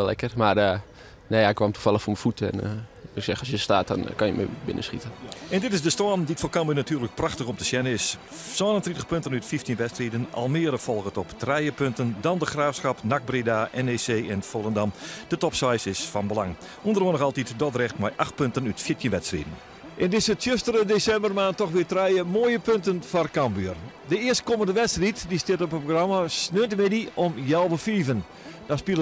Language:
Western Frisian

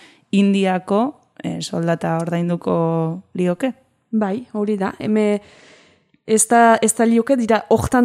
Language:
Basque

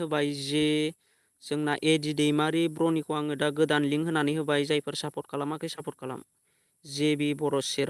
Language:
Bodo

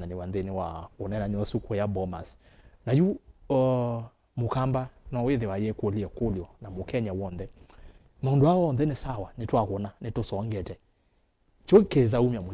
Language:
Kamba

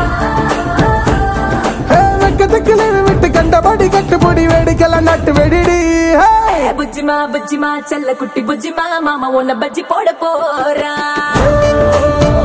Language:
Tamil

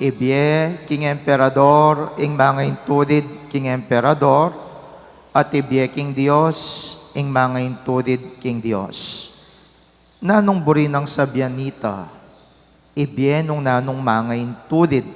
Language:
Pampanga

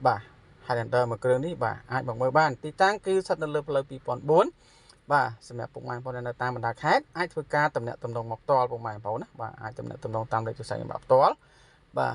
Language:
Khmer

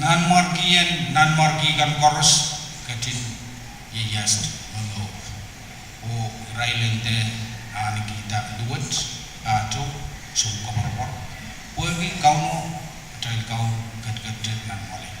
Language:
Pohnpeian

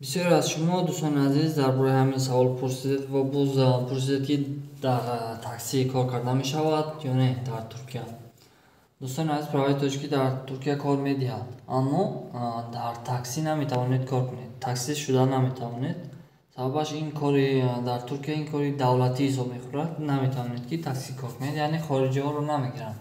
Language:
Tajik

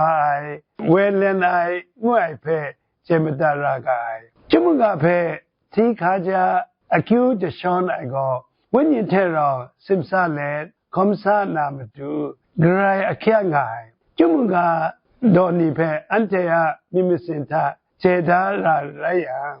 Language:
Kachin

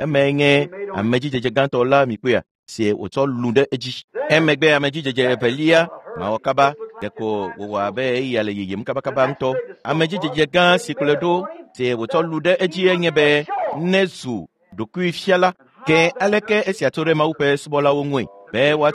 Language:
Ewe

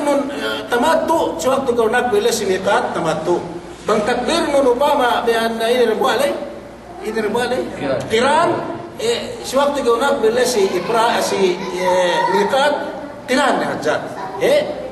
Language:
Yakan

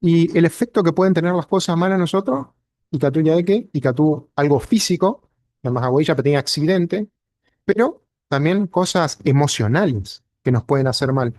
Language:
Guarani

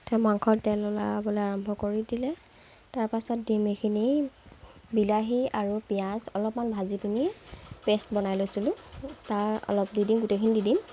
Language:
Assamese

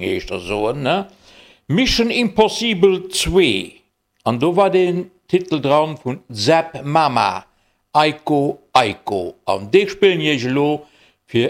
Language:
Luxembourgish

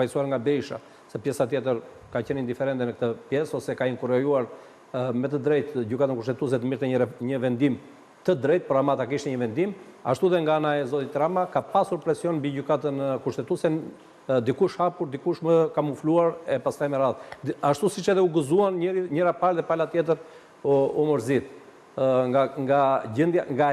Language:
Albanian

